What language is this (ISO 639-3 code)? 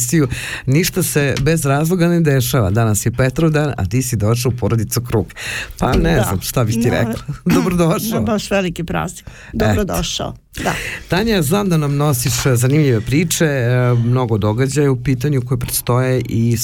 srp